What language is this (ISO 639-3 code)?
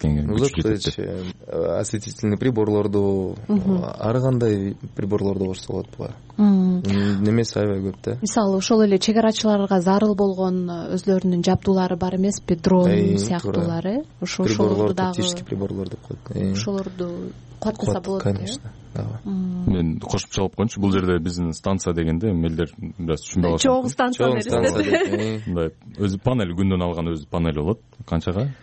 kir